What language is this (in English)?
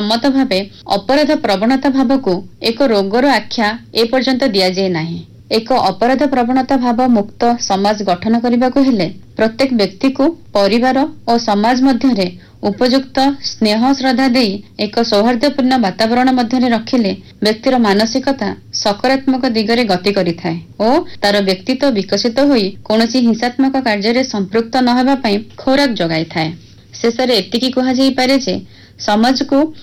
Odia